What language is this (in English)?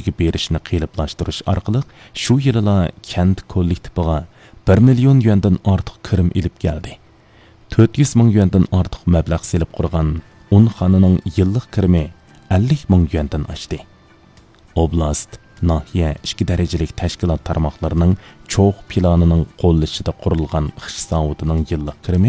Uyghur